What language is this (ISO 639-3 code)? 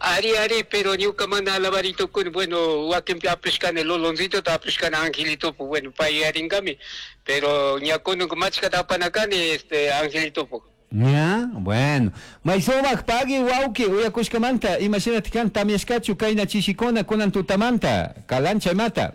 qug